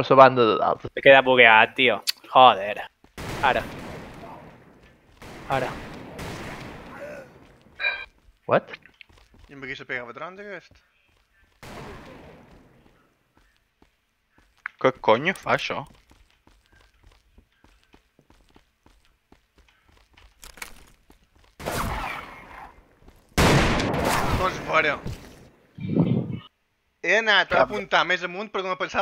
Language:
Catalan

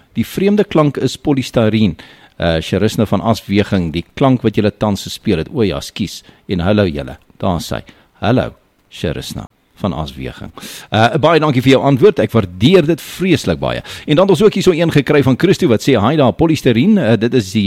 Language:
Afrikaans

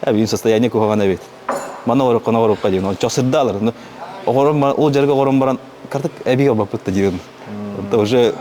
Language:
Yakut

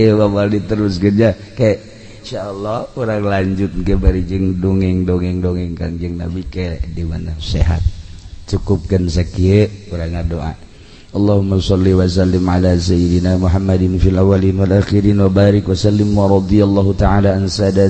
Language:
Sundanese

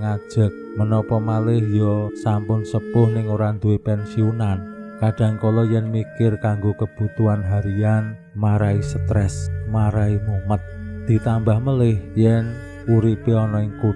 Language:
Javanese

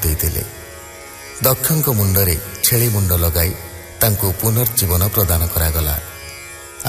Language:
Odia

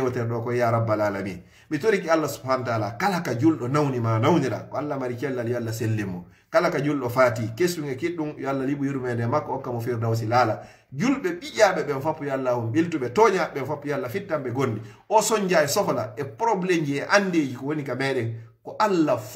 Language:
Fula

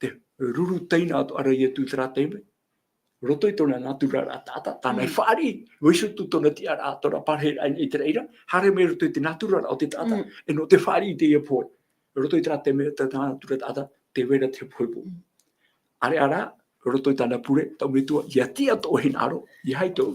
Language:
Tahitian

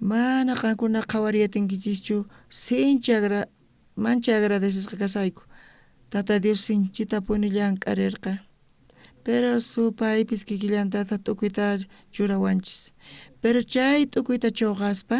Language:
South Bolivian Quechua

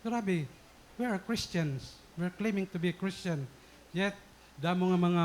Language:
Waray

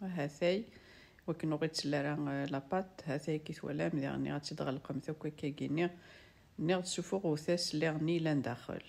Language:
Kabyle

